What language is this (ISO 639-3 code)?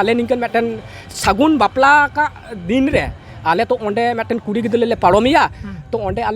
sat